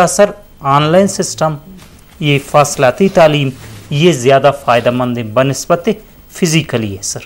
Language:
Eastern Balochi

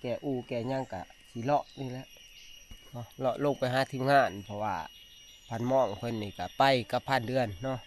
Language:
Northeastern Thai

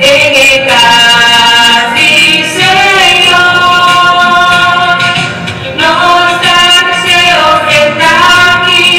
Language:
Papiamento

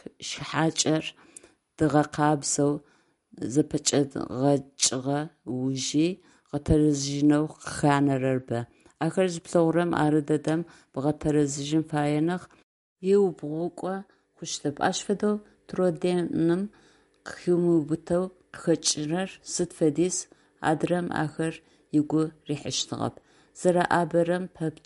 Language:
Adyghe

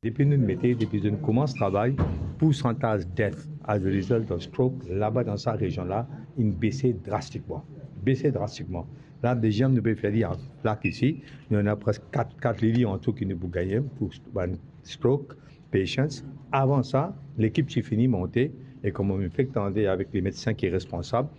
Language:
Morisyen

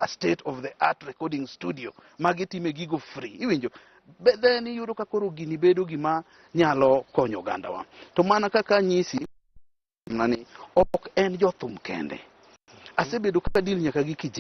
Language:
Luo (Kenya and Tanzania)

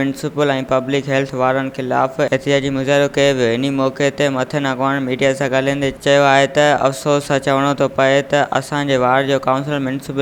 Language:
Sindhi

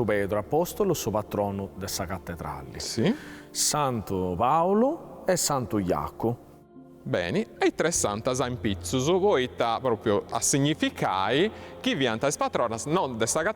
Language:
Sardinian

